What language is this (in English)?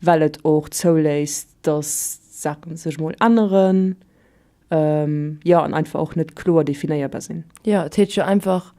Luxembourgish